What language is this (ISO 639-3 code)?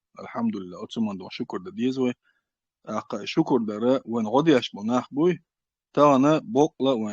che